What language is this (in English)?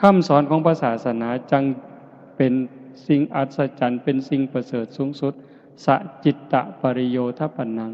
Northeastern Thai